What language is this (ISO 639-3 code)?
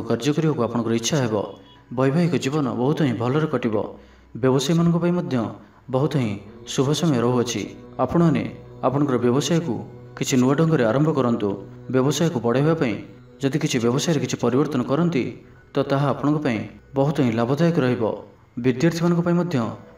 ori